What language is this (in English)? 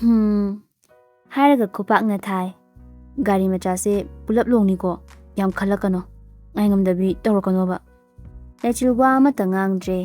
Manipuri